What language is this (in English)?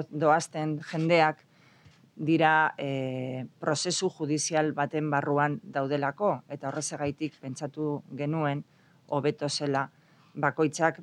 Basque